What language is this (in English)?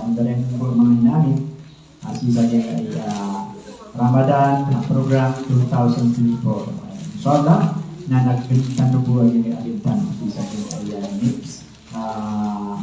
Maranao